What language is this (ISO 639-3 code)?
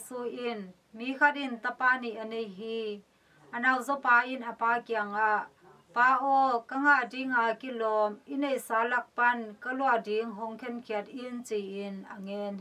ctd